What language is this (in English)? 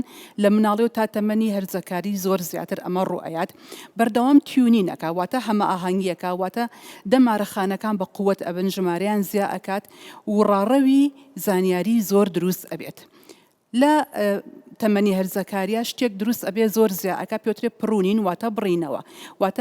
Central Kurdish